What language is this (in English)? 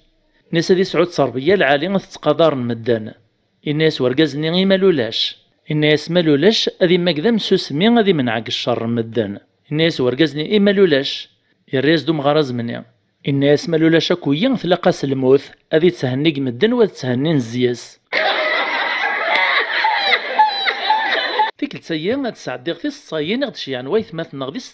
Kabyle